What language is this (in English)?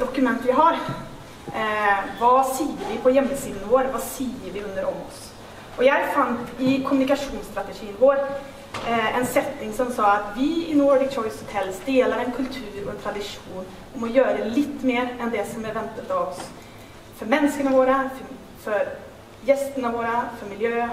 Norwegian